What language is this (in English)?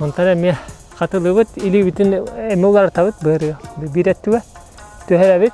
Yakut